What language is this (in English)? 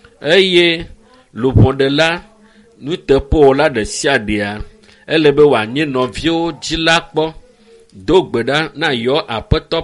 Ewe